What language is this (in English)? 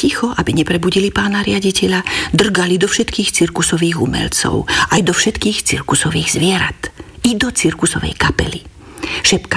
Slovak